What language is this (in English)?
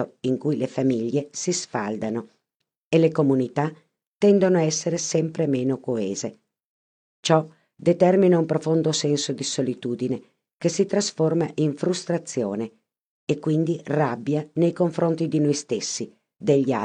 Italian